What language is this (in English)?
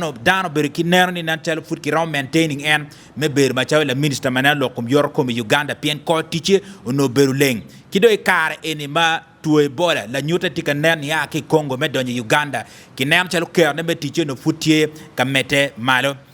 Acoli